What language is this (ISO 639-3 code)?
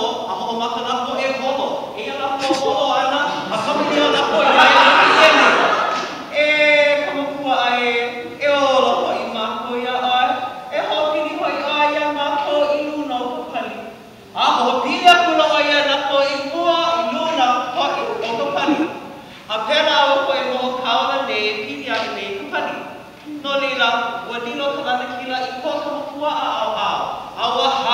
haw